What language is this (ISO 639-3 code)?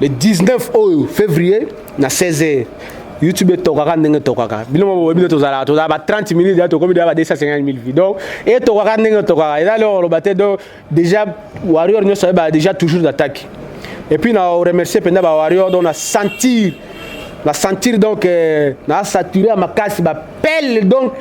lin